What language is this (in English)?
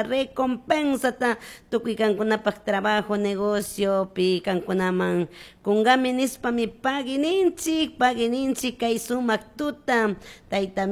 Chimborazo Highland Quichua